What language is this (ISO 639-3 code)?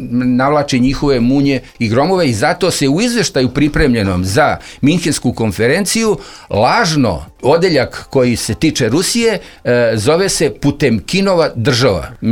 srp